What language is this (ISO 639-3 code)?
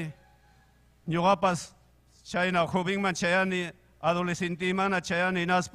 quy